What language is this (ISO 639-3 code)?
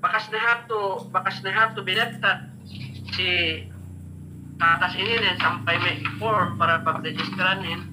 yka